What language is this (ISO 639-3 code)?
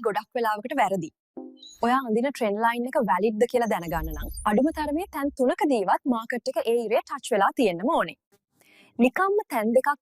sin